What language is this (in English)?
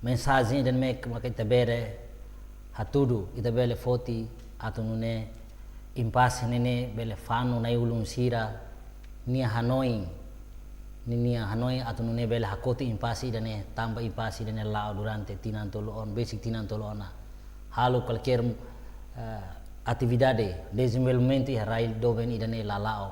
Tetum